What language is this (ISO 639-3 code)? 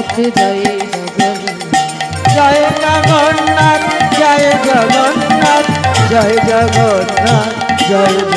ben